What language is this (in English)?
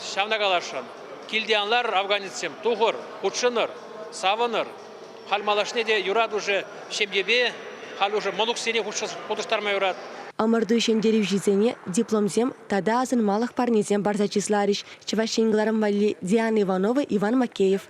Chuvash